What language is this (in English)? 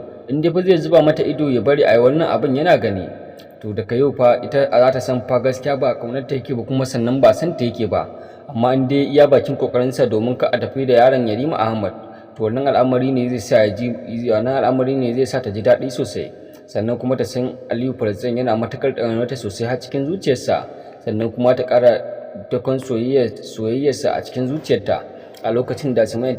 Hausa